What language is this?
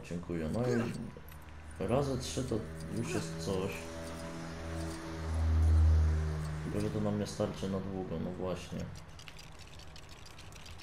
Polish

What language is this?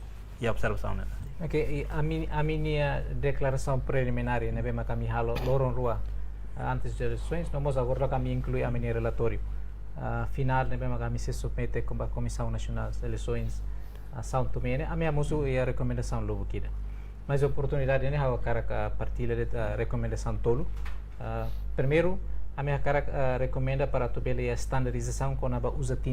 Tetum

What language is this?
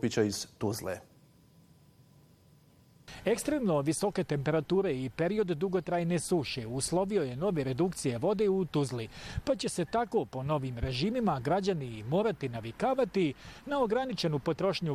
Bosnian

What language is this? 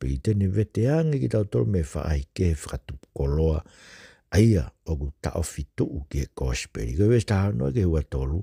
Tongan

